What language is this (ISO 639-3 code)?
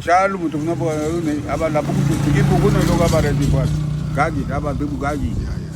cab